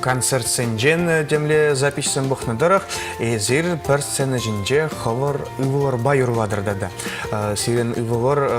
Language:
Chuvash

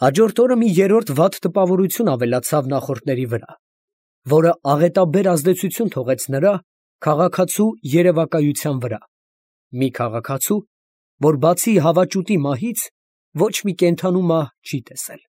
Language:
Armenian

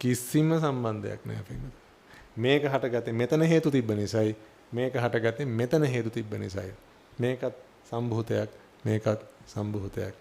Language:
Sinhala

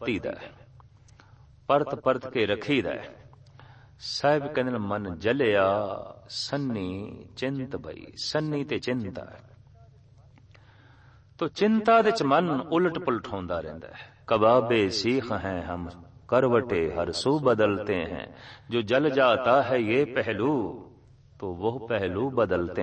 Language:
Punjabi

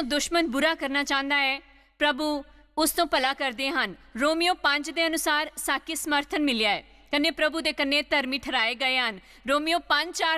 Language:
Dogri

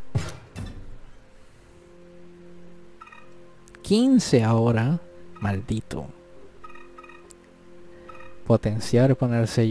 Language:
Spanish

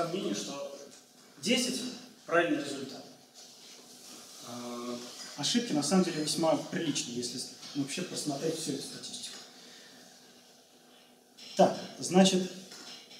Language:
Russian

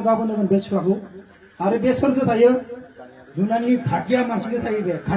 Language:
Bodo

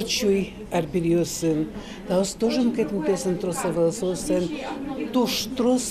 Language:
Udmurt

